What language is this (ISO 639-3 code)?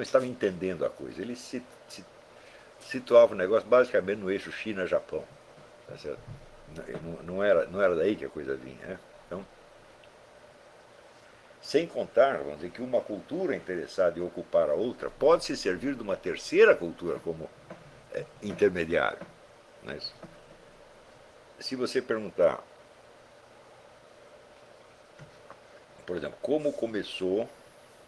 por